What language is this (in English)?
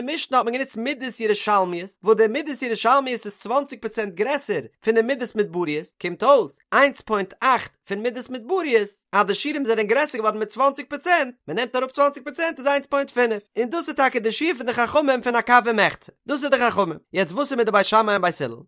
Yiddish